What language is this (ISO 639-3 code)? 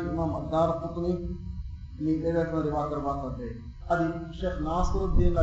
div